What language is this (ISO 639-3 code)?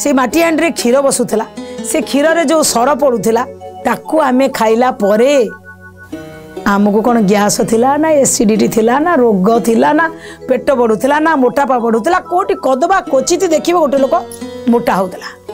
ori